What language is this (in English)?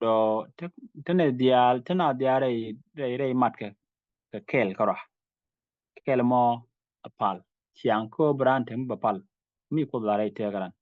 Nuer